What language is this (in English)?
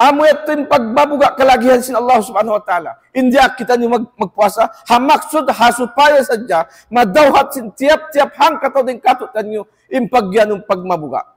Tausug